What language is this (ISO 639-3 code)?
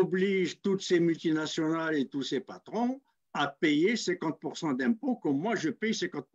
fra